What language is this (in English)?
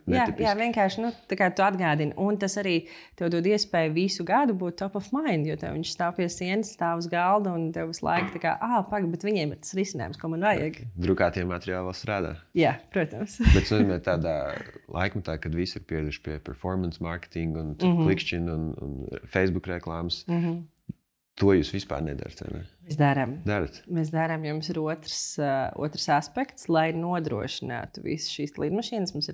Latvian